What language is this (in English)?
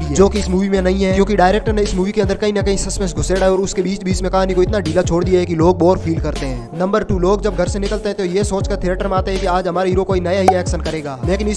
Hindi